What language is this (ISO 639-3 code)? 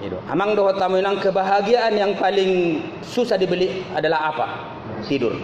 bbc